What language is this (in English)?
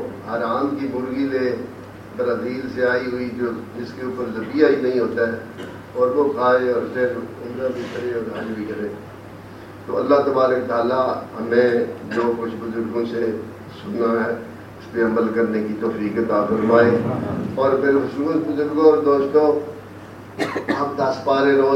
Urdu